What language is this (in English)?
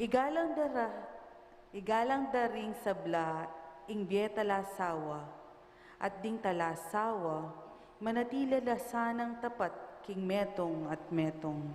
Pampanga